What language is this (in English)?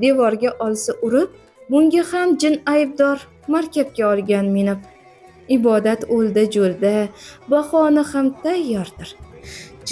Uzbek